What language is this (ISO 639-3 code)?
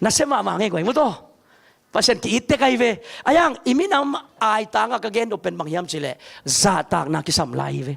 ctd